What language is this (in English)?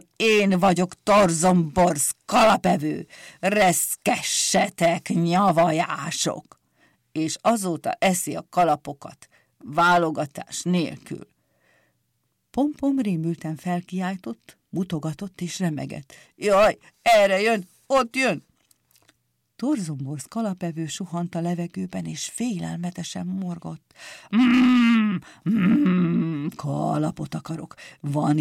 Hungarian